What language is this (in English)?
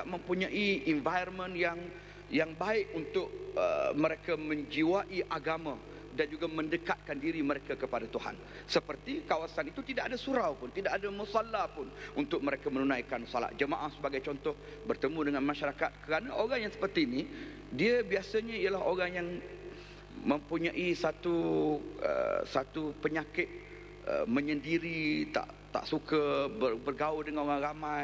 Malay